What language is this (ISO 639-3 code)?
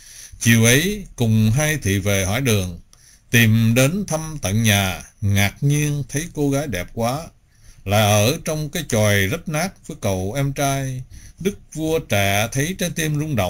vie